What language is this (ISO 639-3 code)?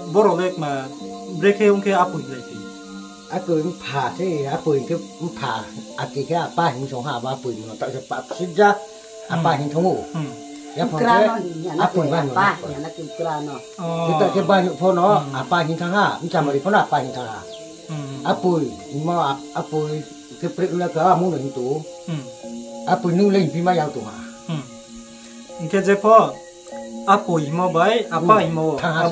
ria